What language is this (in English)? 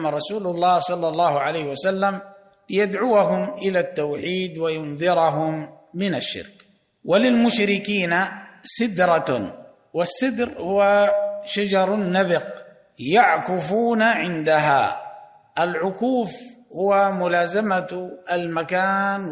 Arabic